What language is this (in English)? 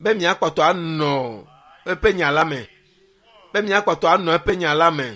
Ewe